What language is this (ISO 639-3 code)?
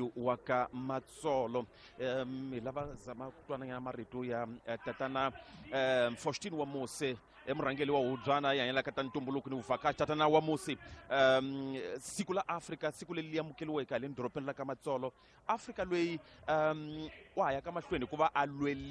tso